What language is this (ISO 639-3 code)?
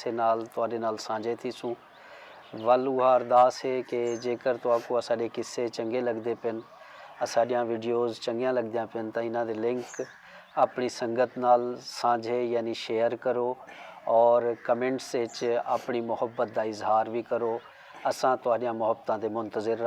skr